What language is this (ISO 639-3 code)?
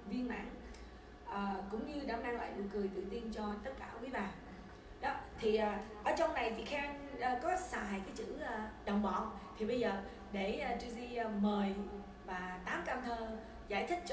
vie